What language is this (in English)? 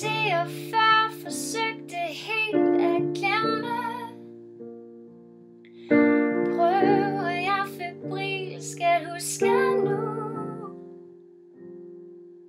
Danish